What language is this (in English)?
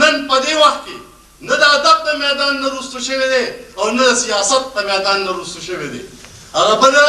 Pashto